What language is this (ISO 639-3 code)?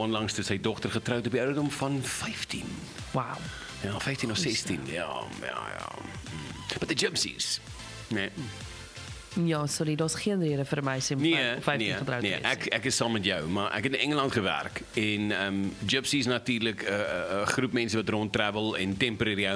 afr